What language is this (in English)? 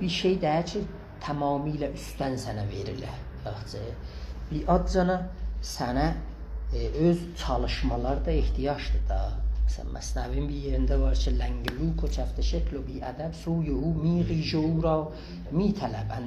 South Azerbaijani